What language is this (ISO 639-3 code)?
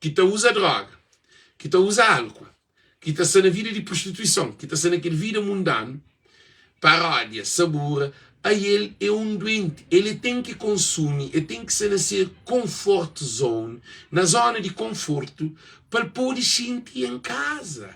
kea